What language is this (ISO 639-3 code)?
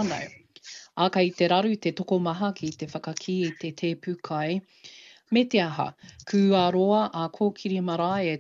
mri